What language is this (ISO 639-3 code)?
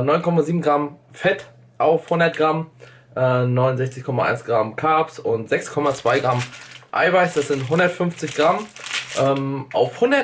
deu